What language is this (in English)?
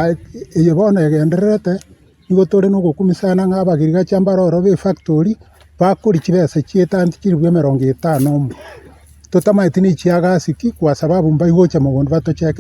Gusii